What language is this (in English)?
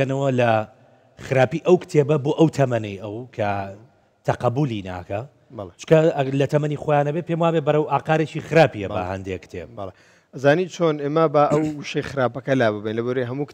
Central Kurdish